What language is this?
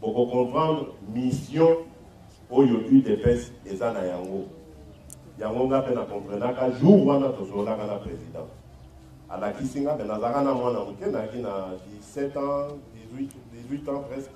Lingala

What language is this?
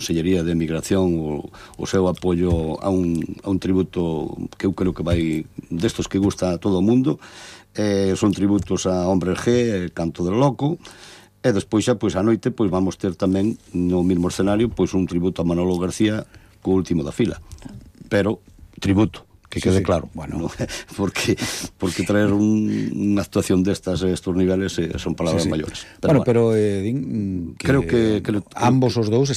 Galician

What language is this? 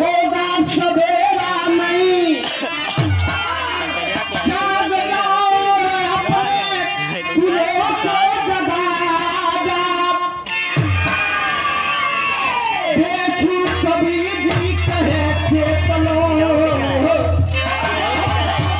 Bhojpuri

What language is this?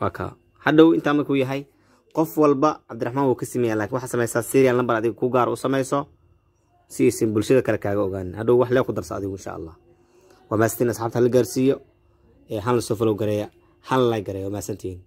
Somali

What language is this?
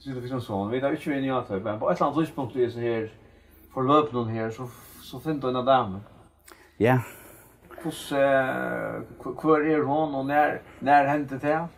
Faroese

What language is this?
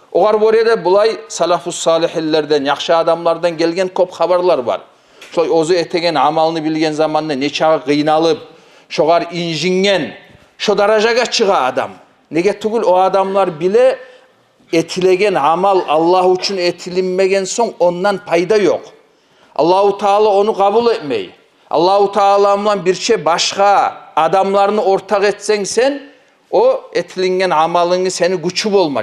Kumyk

